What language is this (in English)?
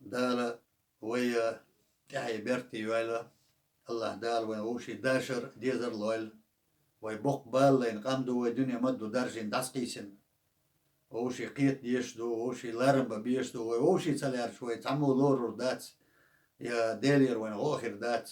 Chechen